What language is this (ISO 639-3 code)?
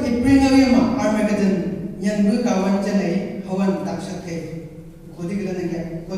nbc